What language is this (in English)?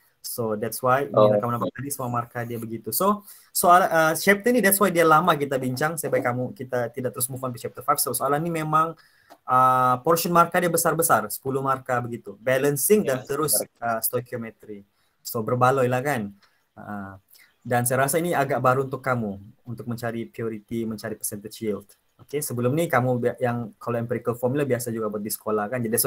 Malay